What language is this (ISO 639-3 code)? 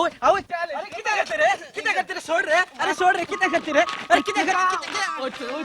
kok